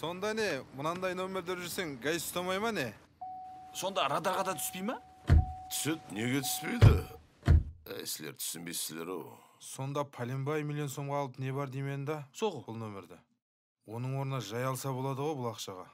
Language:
Kara-Kalpak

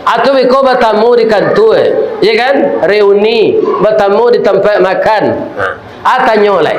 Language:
Minangkabau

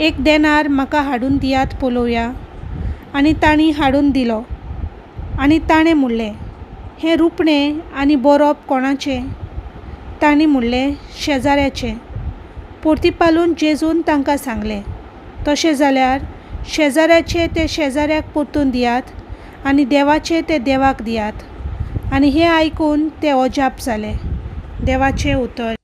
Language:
Konkani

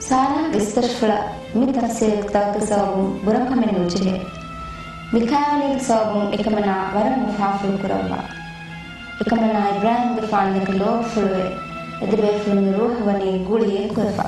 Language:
Divehi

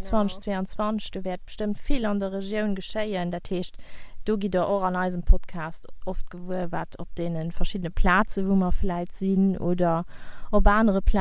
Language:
Luxembourgish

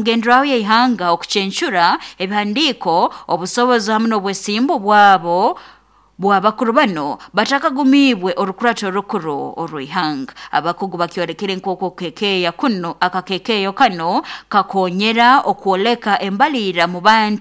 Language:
Nyoro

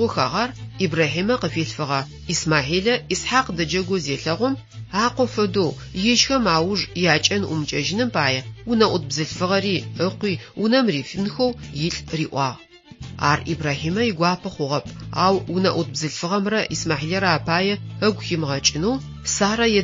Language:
Adyghe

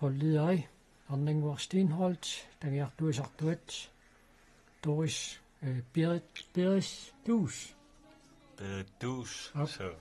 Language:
Kalaallisut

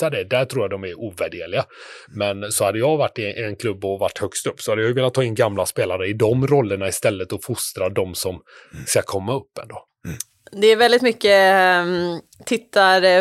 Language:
Swedish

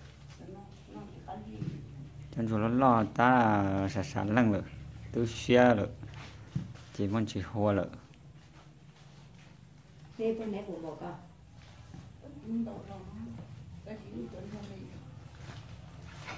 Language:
Vietnamese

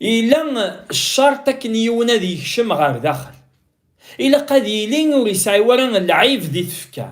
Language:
Kabyle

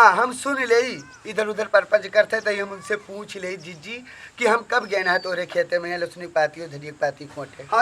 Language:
Awadhi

